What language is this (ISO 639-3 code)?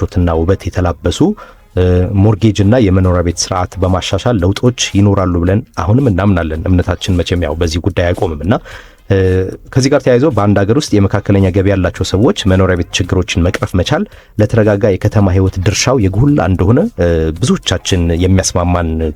amh